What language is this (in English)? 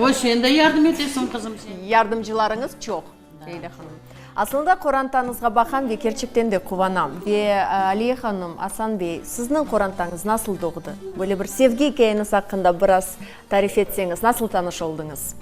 Crimean Tatar